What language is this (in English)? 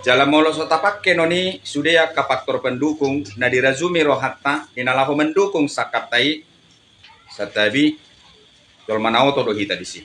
Batak Toba